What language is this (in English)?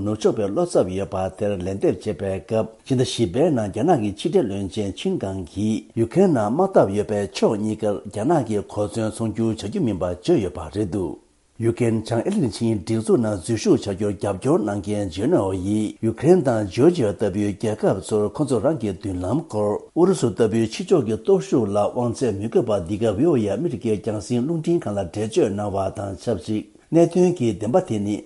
Tibetan